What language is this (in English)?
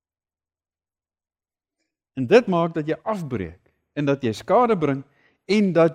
Afrikaans